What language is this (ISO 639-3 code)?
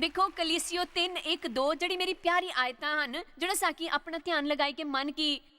doi